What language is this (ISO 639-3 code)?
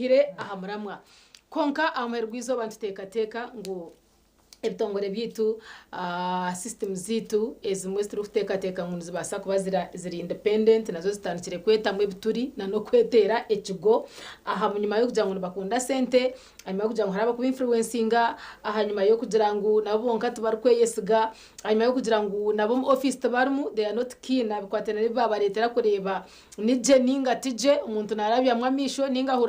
nyn